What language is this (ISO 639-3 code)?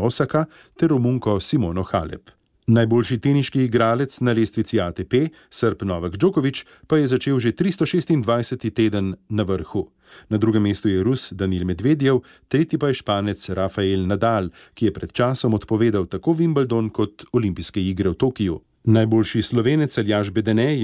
slv